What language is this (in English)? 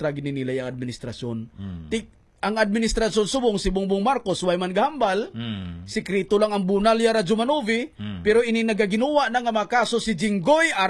Hiligaynon